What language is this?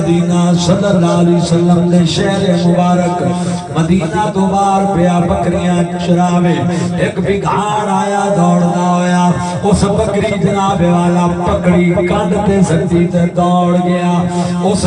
Saraiki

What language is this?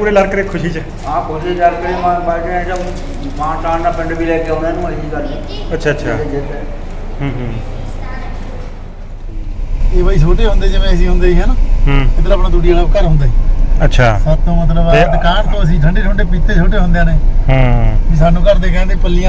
Punjabi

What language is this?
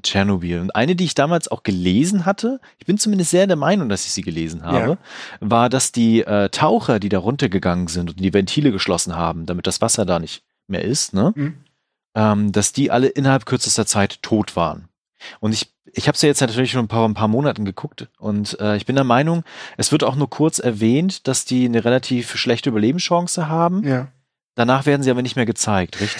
German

